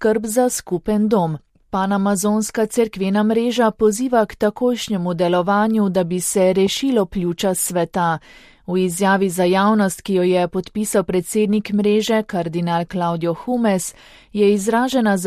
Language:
Slovenian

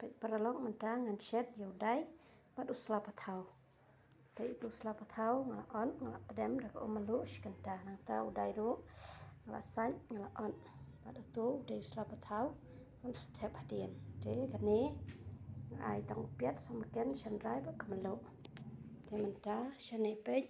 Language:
Khasi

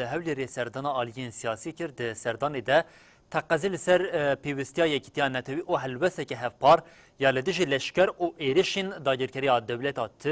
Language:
Kurdish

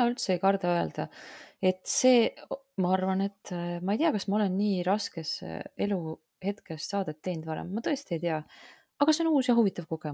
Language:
Estonian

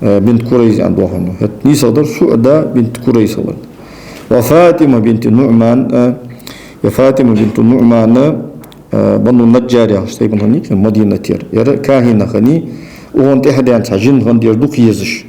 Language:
Ingush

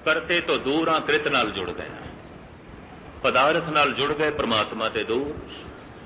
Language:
Punjabi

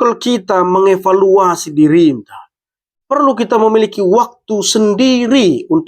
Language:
Batak Karo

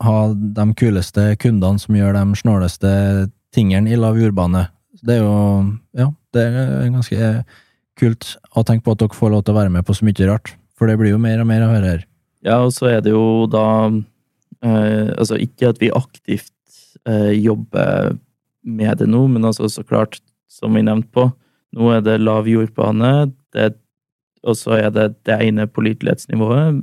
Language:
Norwegian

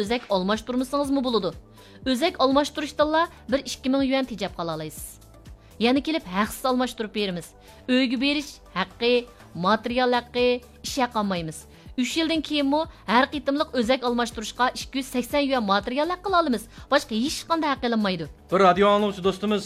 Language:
Uyghur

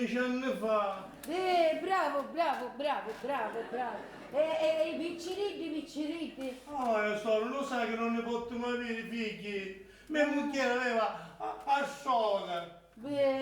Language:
Sicilian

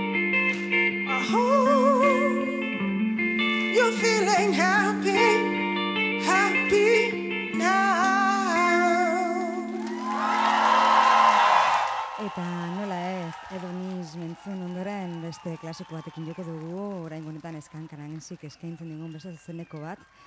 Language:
Basque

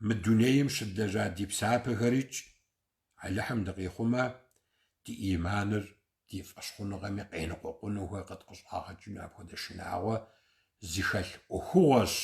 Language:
Kabardian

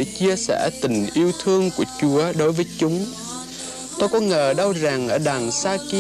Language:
Vietnamese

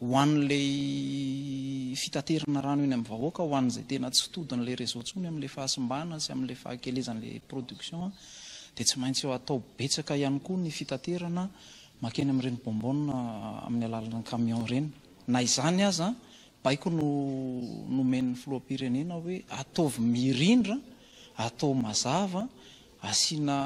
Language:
Malagasy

